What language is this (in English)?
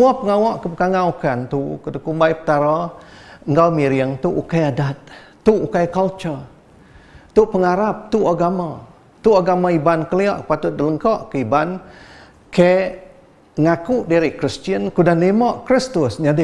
Iban